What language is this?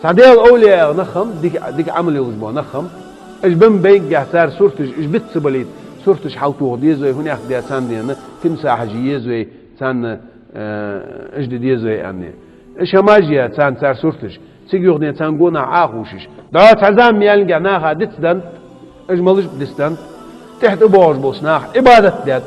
Chechen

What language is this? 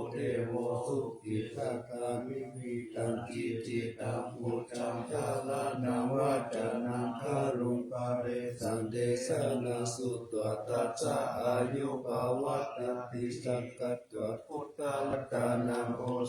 Pali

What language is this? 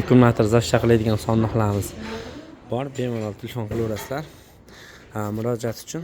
Uzbek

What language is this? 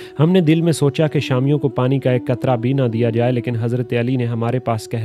Urdu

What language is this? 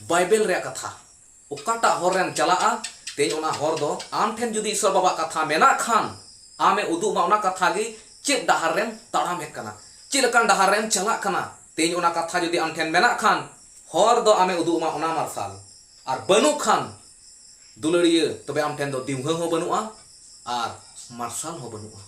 Santali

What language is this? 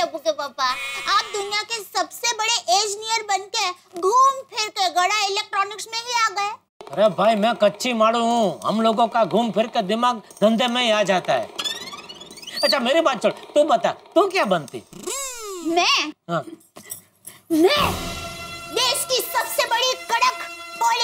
Hindi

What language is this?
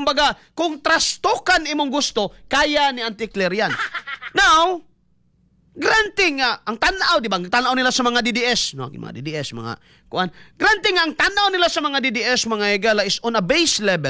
Cebuano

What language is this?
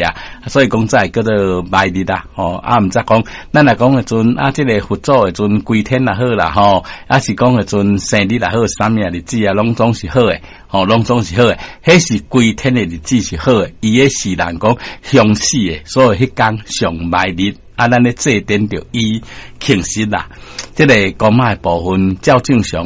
Min Nan Chinese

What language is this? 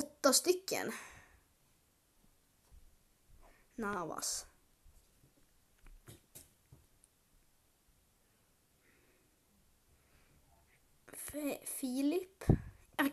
Swedish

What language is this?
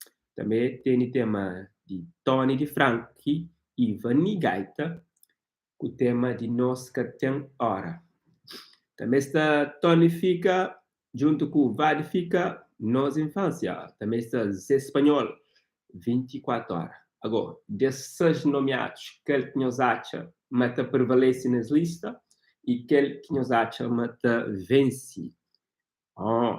Kabuverdianu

